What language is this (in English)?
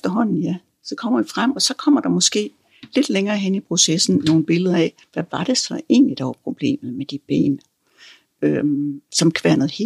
Danish